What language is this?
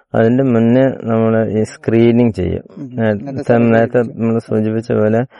Malayalam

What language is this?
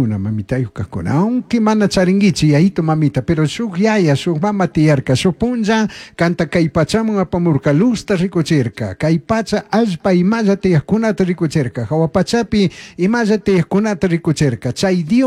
Chimborazo Highland Quichua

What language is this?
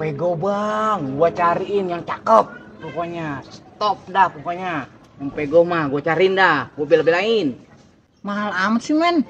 Betawi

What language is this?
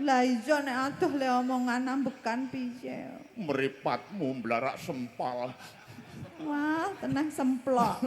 Javanese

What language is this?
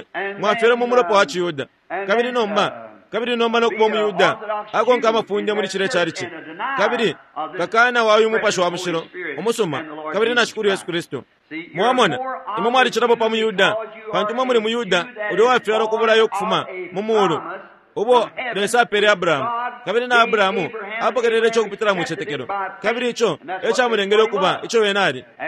Bemba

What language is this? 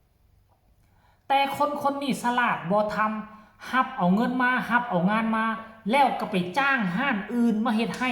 Lao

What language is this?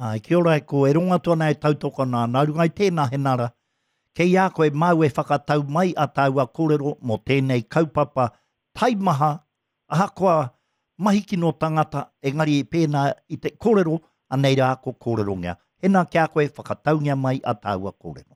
Māori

